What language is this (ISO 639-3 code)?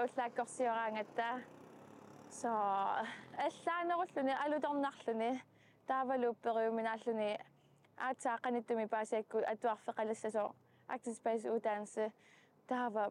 kal